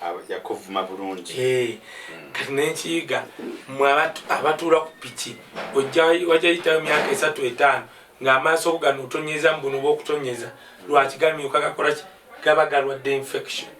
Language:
Ganda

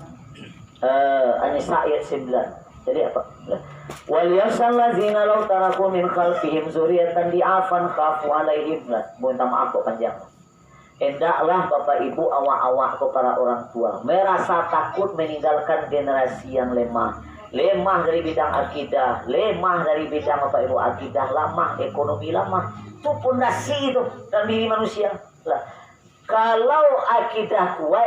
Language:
Minangkabau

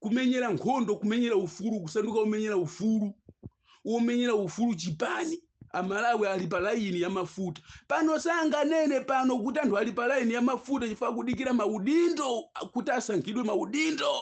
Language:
Nyanja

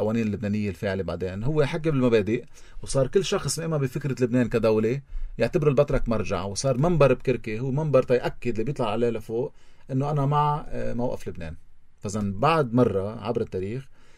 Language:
North Levantine Arabic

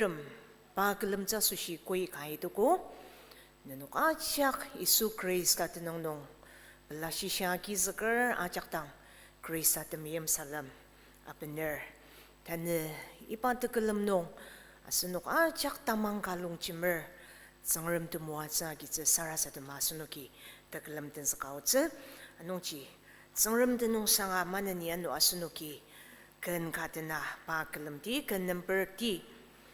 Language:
Ao Naga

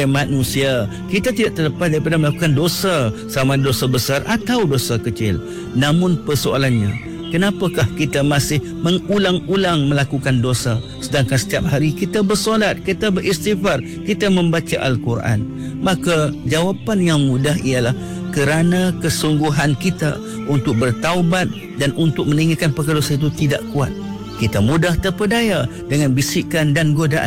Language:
Malay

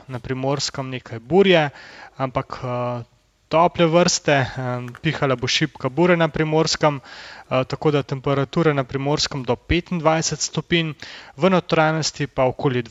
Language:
Slovenian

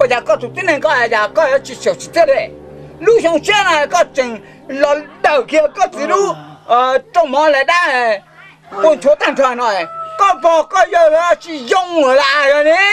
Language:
Hmong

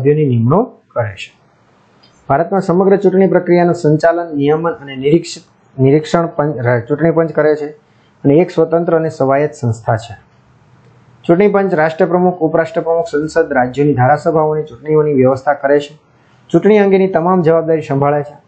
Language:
Gujarati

